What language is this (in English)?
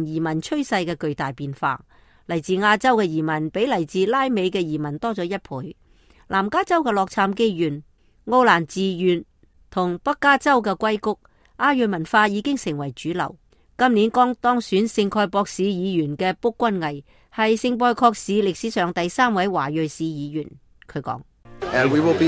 Cantonese